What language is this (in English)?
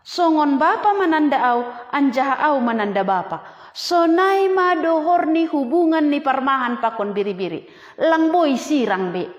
Batak Simalungun